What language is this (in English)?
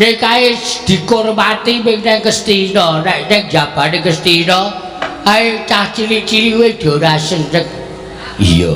Javanese